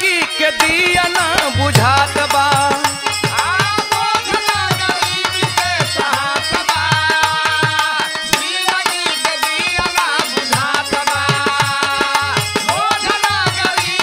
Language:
Bhojpuri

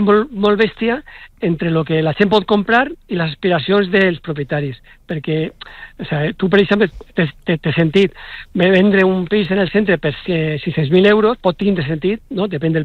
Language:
Catalan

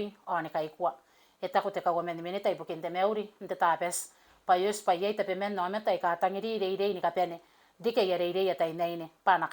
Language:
Gilbertese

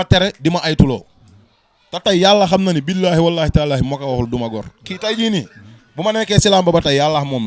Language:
Wolof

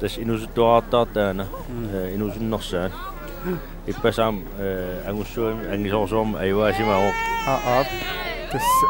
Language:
Kalaallisut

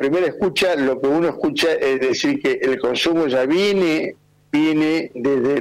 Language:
Spanish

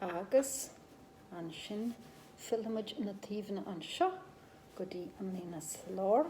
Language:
Irish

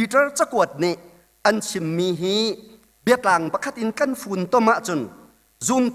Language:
Hakha Chin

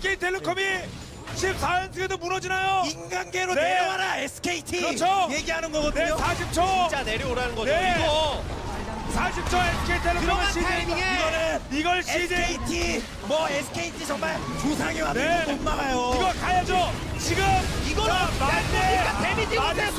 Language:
Korean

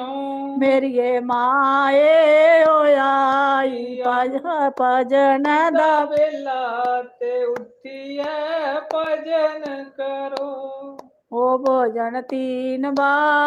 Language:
Dogri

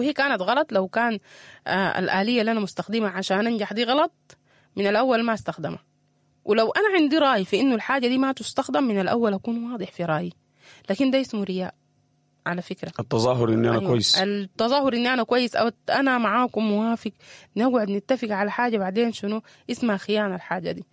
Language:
Sudanese Arabic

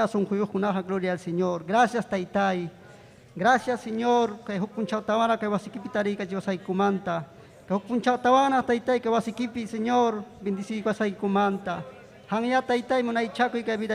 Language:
Ayacucho Quechua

